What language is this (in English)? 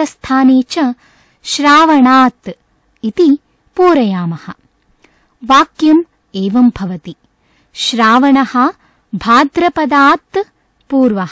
Sanskrit